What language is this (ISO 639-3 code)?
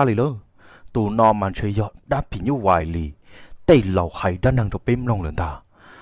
hmn